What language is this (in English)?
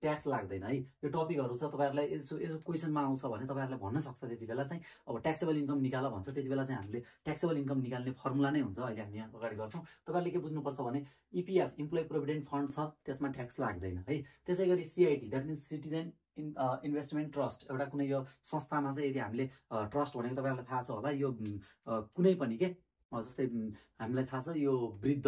Nepali